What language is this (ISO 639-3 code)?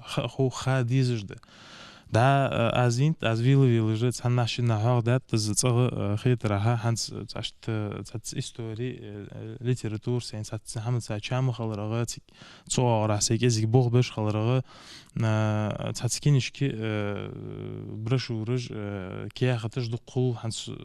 inh